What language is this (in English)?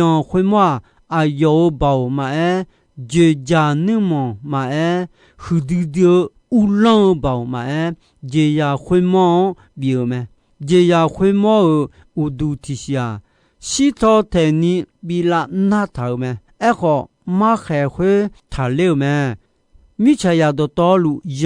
Akha